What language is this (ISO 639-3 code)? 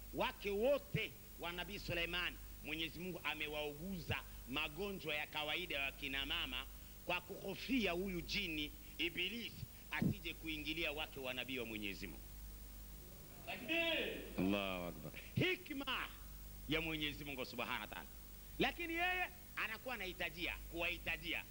swa